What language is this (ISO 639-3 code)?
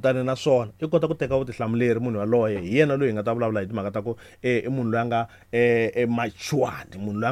tso